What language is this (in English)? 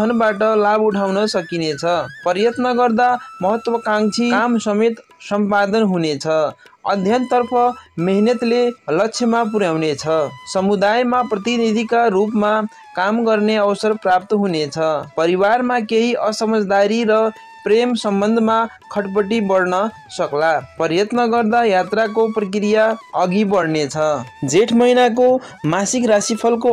Nepali